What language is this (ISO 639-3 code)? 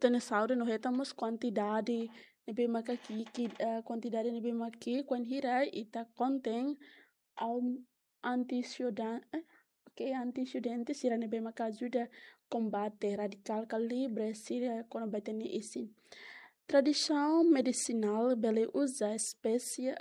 tet